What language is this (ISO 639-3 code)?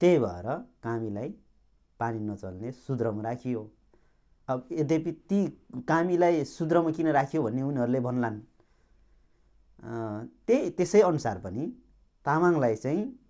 nep